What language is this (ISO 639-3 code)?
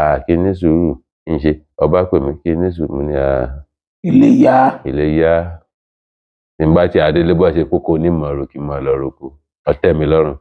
yor